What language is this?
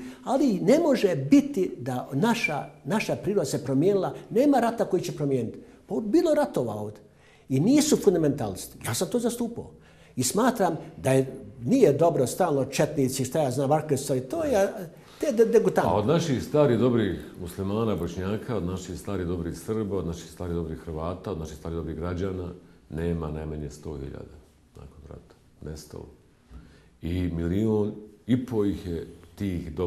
Bosnian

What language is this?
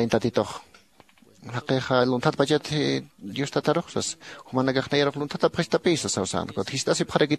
Aymara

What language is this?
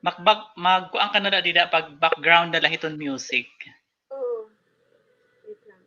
Waray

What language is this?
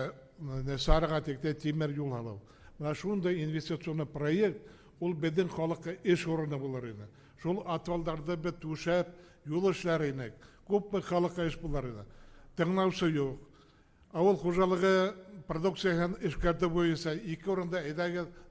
Bashkir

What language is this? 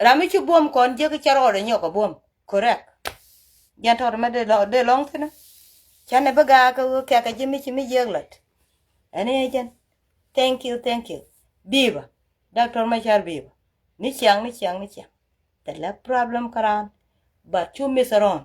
Nuer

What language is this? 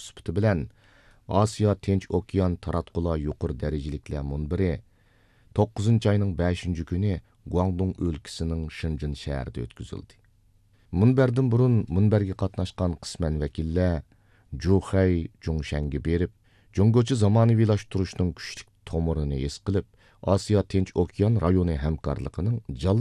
Uyghur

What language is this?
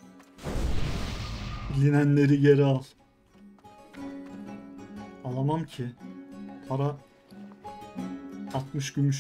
Turkish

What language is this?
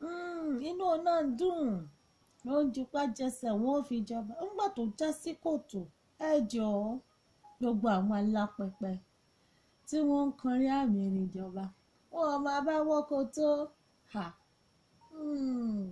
Yoruba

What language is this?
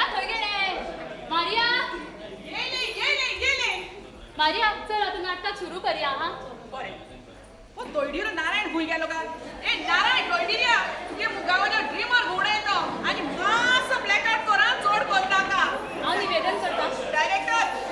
Konkani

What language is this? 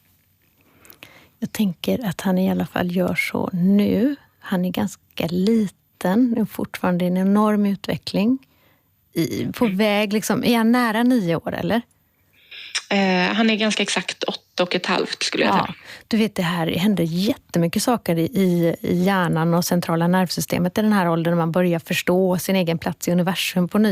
Swedish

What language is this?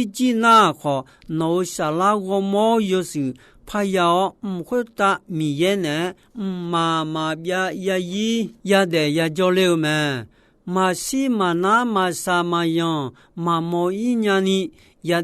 Akha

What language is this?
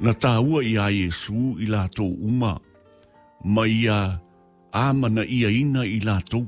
Samoan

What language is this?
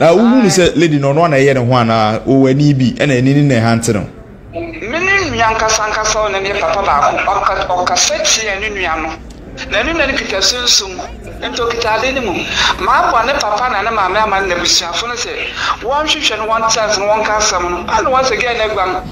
Akan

